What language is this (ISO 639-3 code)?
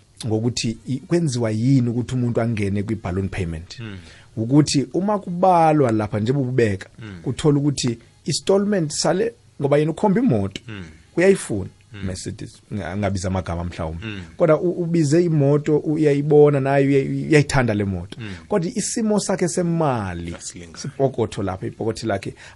nbl